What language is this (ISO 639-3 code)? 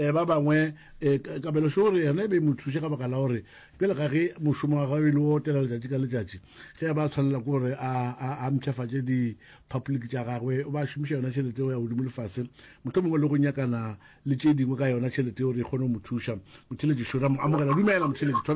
nso